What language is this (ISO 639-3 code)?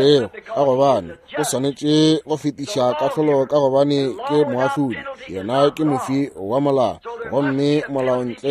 nso